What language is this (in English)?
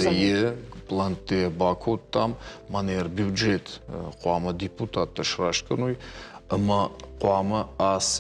Ossetic